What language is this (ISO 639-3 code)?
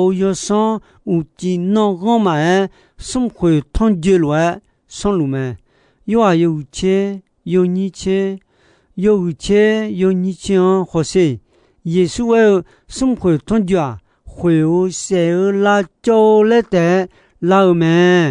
ahk